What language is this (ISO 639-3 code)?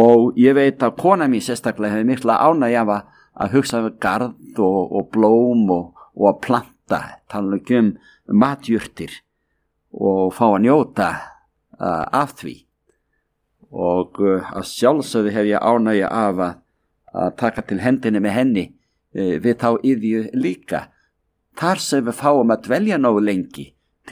isl